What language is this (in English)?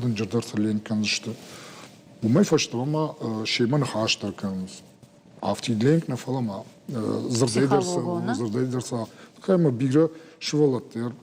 Ossetic